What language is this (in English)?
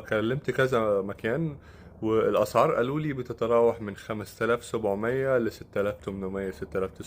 Egyptian Arabic